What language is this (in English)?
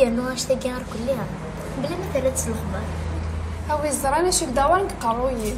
Kabyle